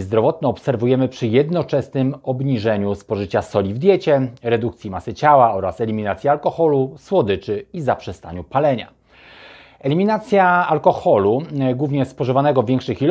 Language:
Polish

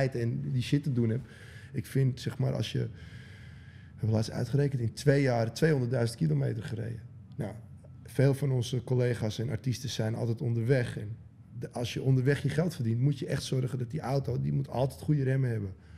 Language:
Dutch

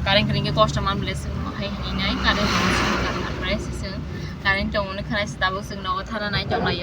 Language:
Kok Borok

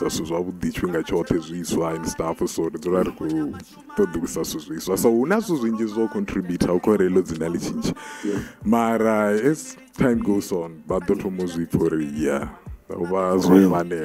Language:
Venda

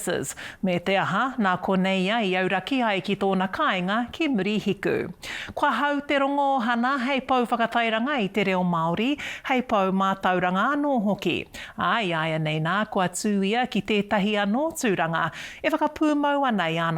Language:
Māori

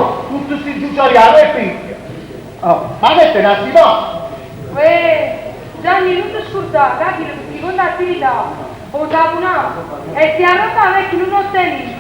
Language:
Neapolitan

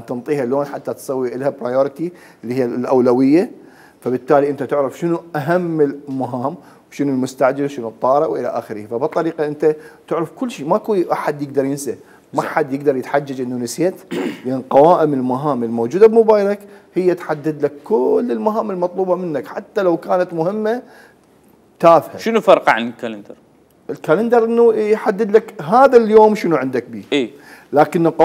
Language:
Mesopotamian Arabic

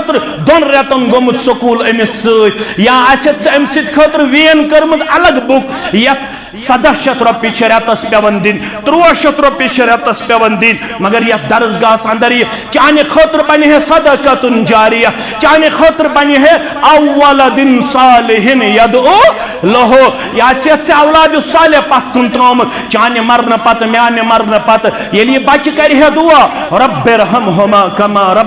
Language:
Kashmiri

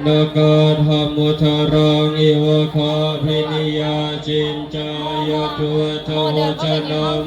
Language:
Pali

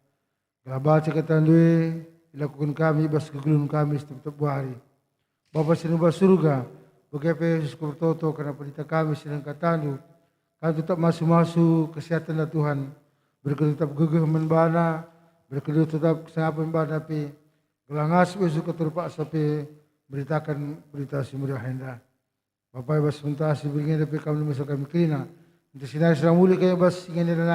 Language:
Batak Karo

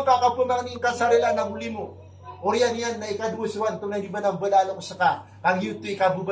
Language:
Maranao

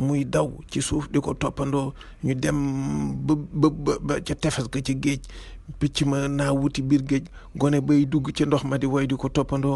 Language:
Wolof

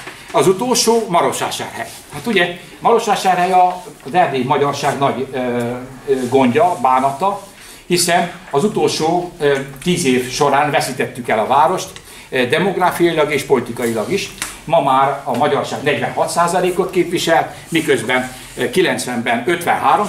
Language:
Hungarian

